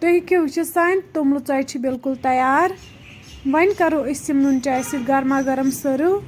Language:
Kashmiri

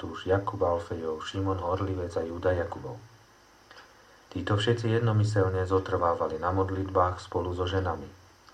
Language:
Slovak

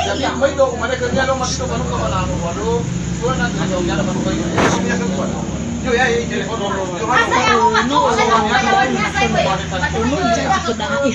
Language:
Nias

